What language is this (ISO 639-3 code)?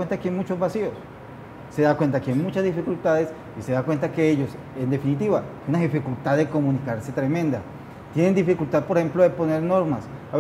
spa